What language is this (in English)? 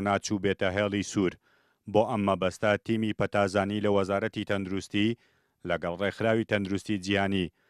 Central Kurdish